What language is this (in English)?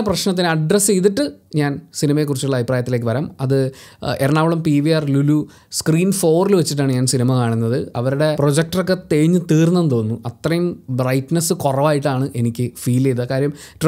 Malayalam